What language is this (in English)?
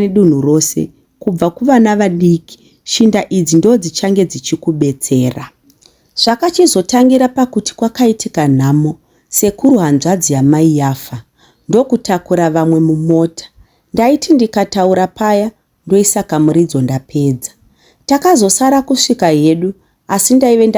Shona